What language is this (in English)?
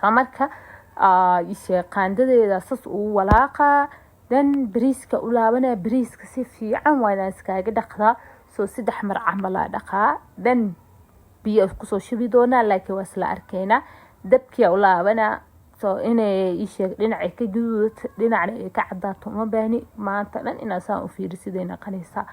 Somali